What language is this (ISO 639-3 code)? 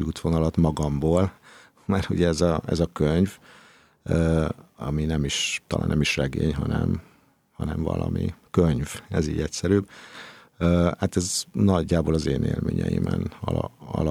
hun